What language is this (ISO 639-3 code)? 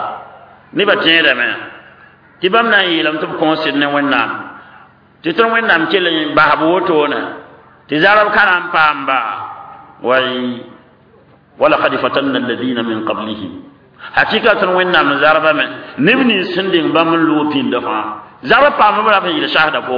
mos